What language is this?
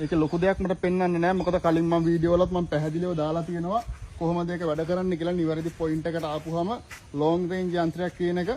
Sinhala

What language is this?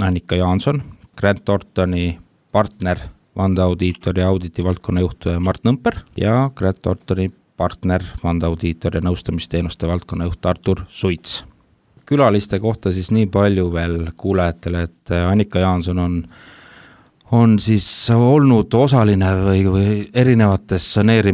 Estonian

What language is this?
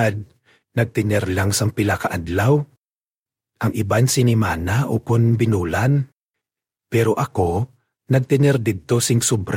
Hiligaynon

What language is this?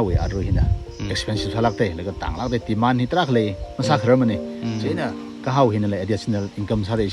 Tangkhul Naga (India)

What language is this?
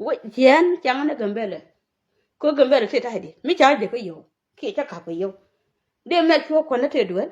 Nuer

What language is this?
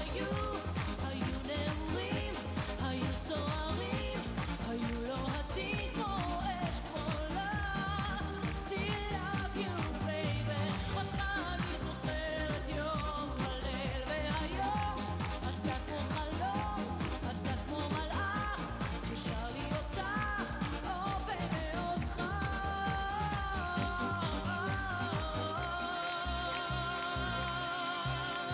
Hebrew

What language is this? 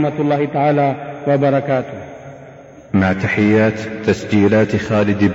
Filipino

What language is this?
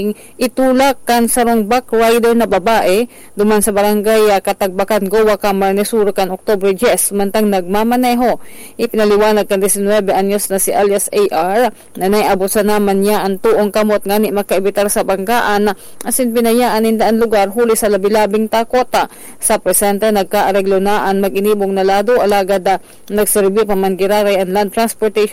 Bikol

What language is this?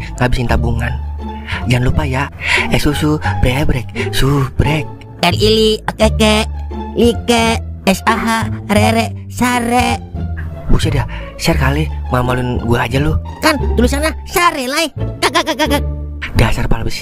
Betawi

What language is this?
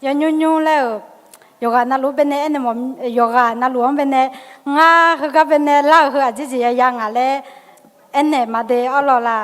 Akha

